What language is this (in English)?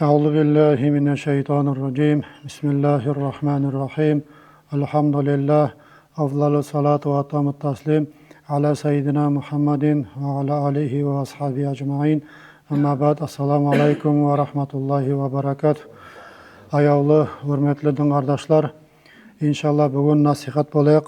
Nogai